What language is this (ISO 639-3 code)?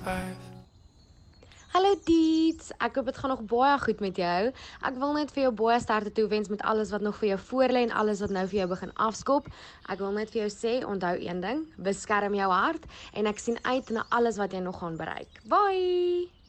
afr